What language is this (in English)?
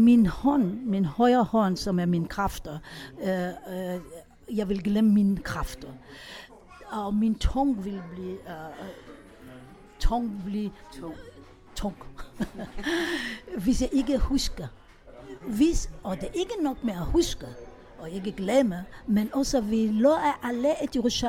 Danish